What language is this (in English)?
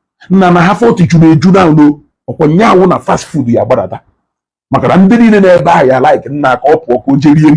Igbo